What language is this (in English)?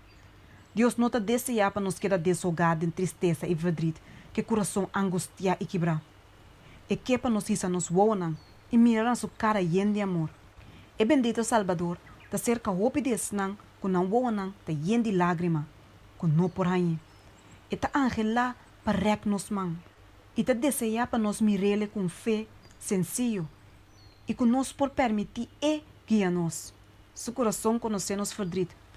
Papiamento